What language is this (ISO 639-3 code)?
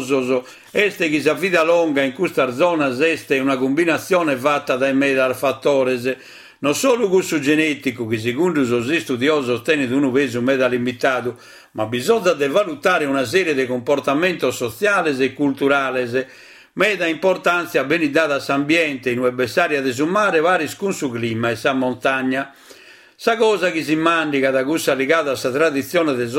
srd